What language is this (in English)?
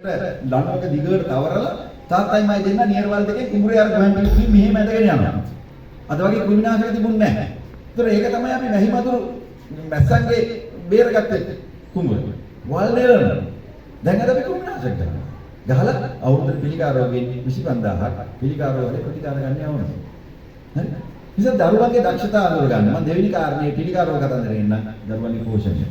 Sinhala